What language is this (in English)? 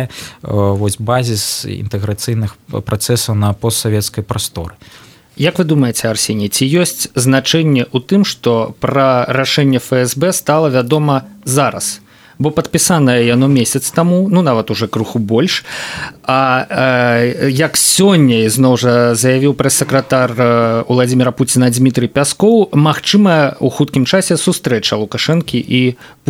Belarusian